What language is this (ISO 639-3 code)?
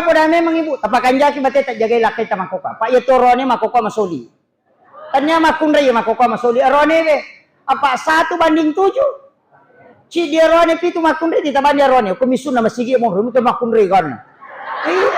bug